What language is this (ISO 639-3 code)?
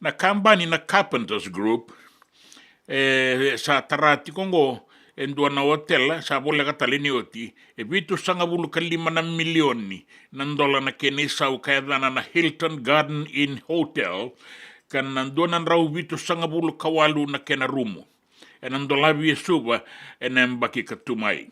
fij